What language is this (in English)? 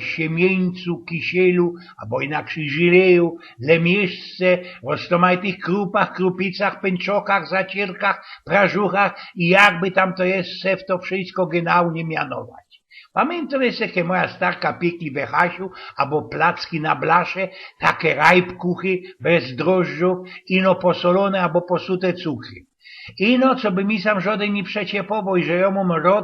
Silesian